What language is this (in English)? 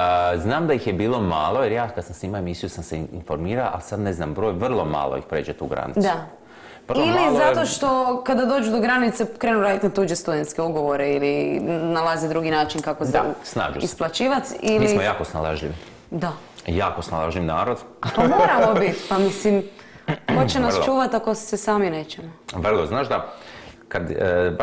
Croatian